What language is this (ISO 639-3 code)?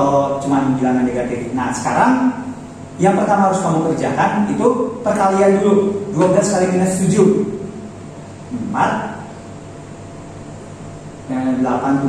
ind